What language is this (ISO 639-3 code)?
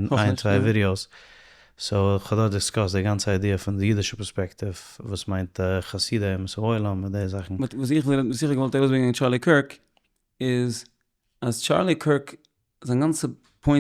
yid